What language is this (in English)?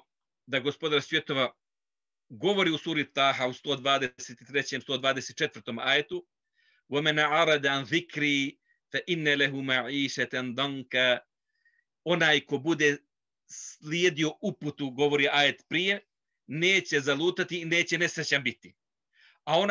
Bosnian